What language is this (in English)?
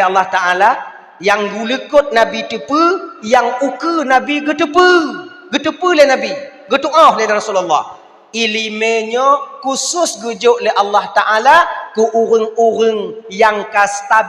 Achinese